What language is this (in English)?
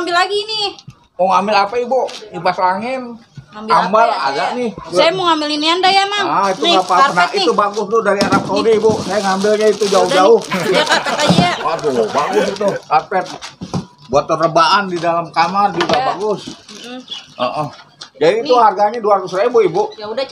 Betawi